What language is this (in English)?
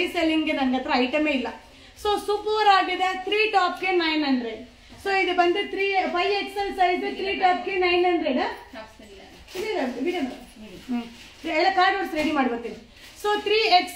Kannada